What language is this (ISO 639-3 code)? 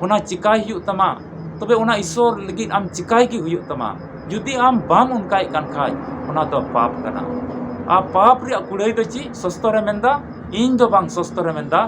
sat